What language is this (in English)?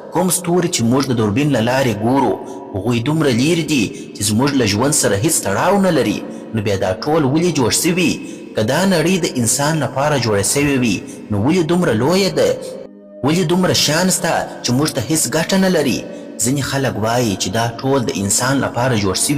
Pashto